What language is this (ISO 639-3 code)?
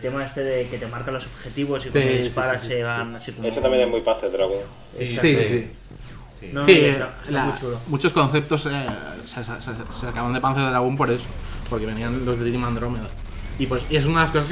spa